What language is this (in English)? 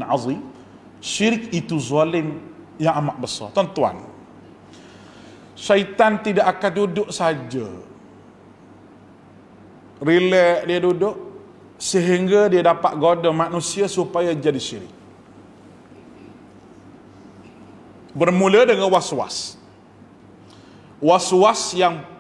Malay